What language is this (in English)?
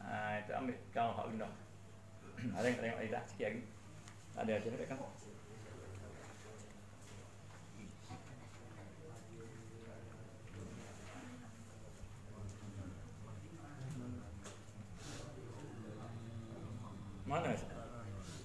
Malay